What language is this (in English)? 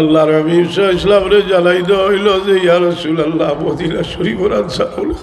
Sylheti